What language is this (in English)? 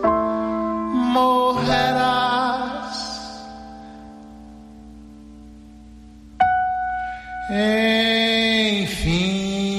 Portuguese